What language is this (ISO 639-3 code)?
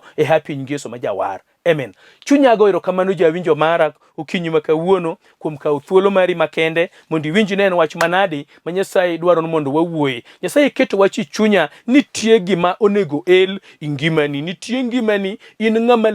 luo